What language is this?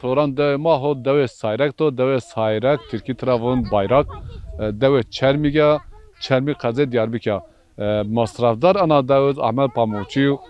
Zaza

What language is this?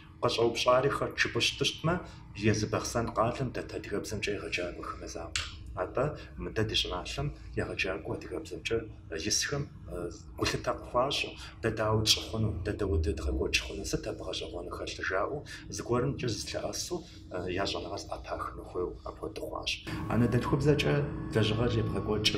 Kabardian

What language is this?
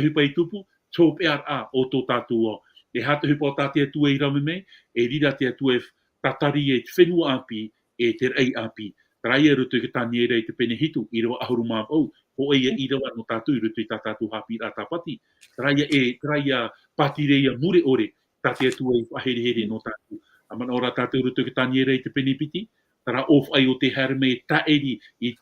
Tahitian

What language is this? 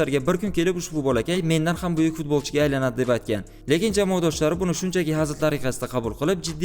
Uzbek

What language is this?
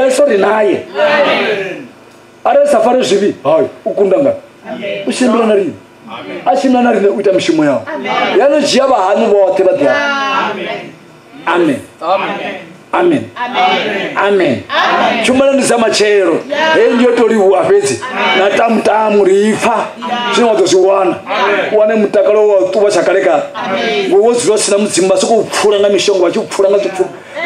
Venda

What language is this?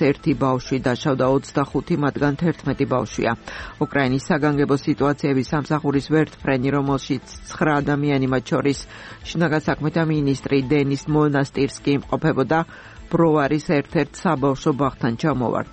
Georgian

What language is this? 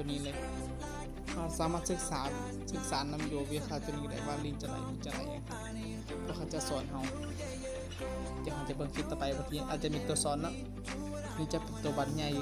Lao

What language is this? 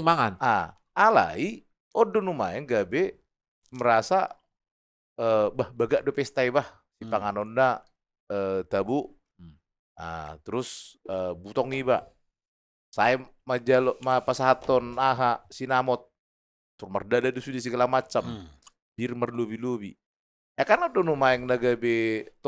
Batak Toba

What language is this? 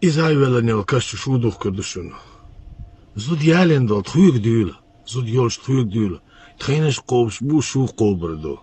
Chechen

